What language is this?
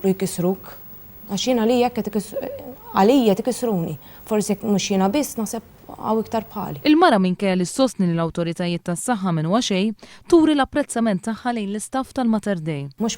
Maltese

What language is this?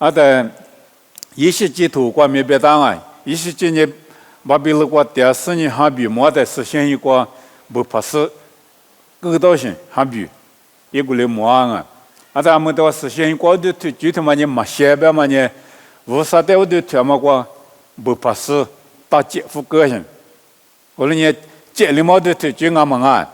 Lisu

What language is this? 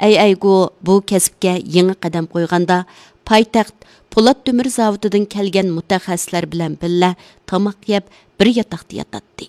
Uyghur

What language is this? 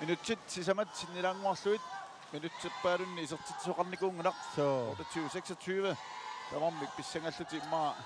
Kalaallisut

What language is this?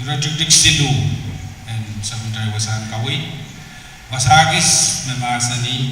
Pohnpeian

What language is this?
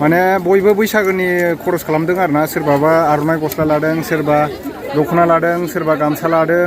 Bodo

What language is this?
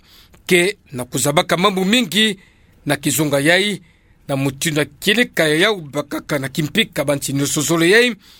Kituba (Democratic Republic of Congo)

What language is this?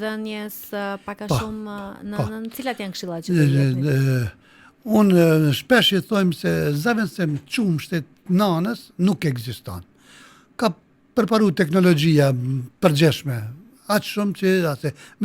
Albanian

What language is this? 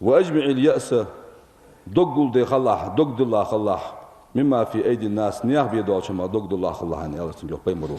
Ingush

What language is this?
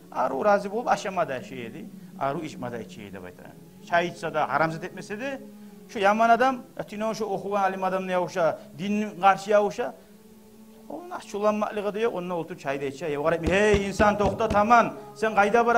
Kumyk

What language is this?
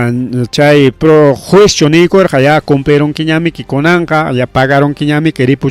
Ayacucho Quechua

